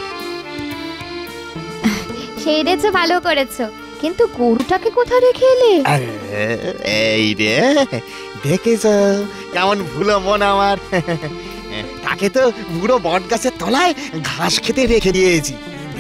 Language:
Bangla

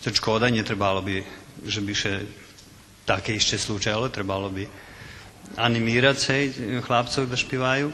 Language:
Rusyn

